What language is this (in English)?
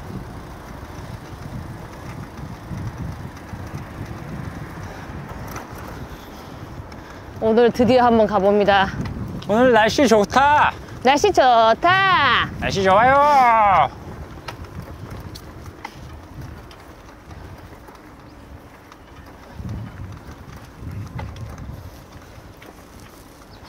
Korean